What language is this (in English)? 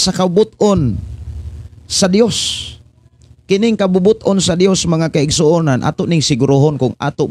Cebuano